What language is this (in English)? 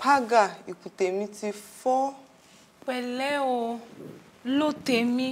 Yoruba